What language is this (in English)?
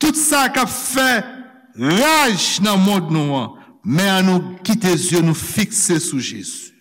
Haitian Creole